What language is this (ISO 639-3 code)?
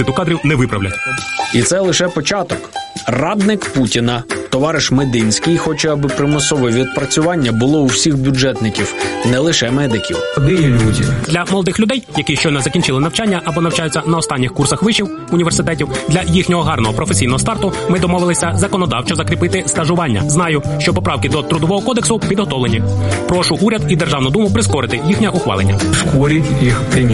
ukr